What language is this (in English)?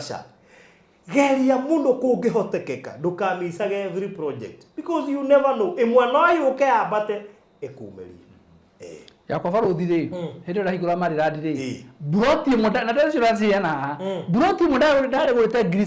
Kikuyu